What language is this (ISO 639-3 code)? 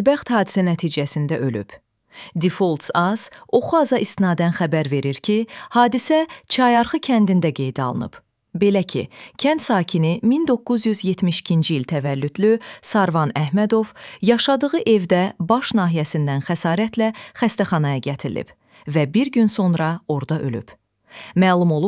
aze